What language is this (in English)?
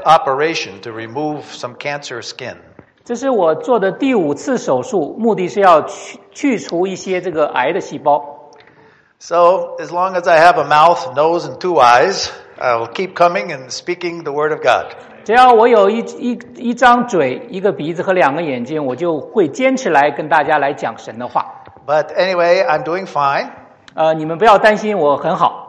Chinese